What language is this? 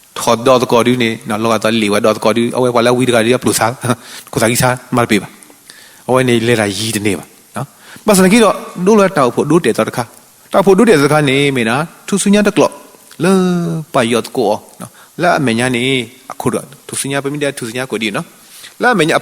S'gaw Karen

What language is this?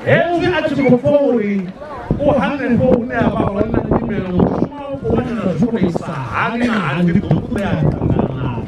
Venda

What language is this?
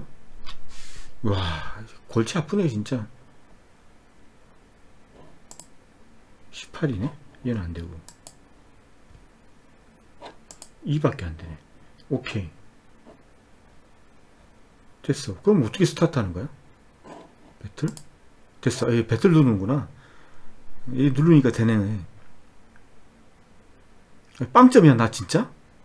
Korean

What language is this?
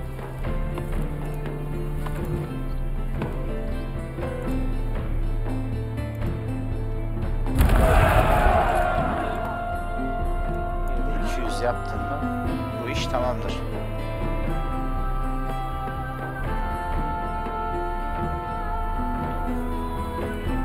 Turkish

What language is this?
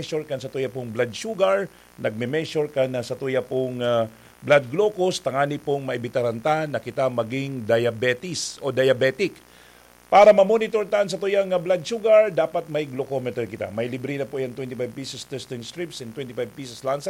Bikol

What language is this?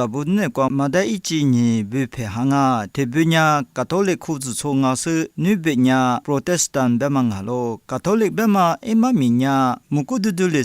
Lisu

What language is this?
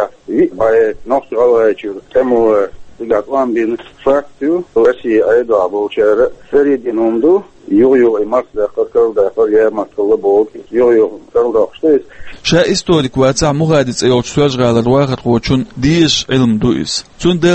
Chechen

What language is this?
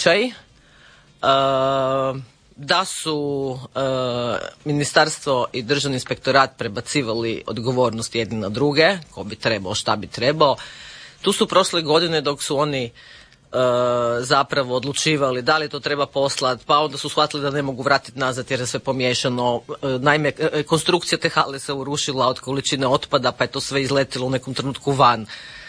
Croatian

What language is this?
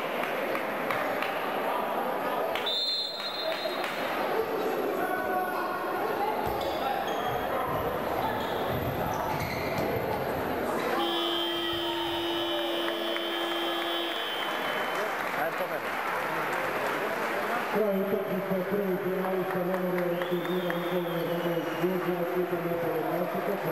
Serbian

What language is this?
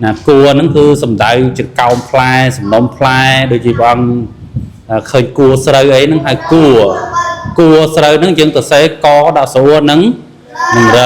Khmer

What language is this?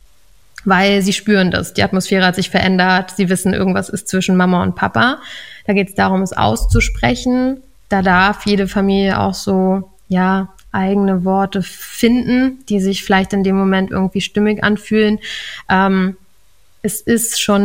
German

